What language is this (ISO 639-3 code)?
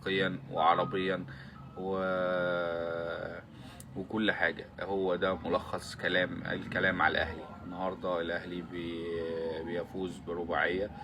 arz